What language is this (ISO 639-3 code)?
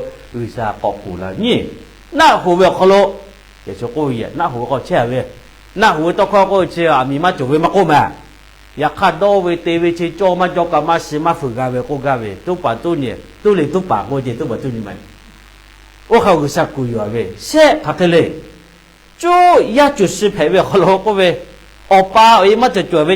lhu